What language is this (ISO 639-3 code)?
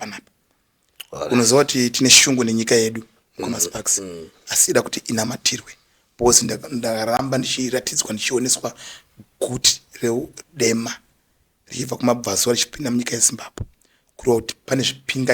sna